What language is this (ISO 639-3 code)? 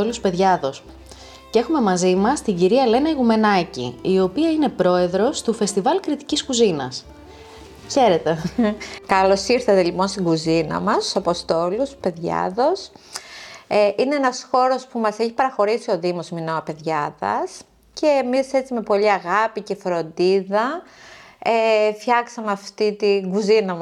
ell